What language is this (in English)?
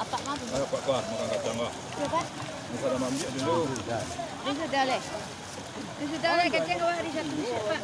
Minangkabau